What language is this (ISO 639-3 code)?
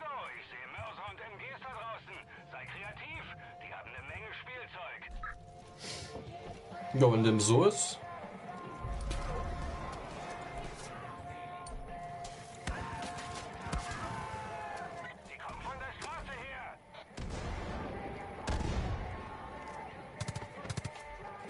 deu